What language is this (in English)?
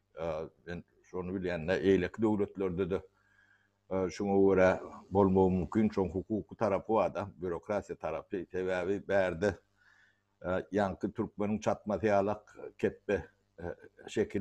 Turkmen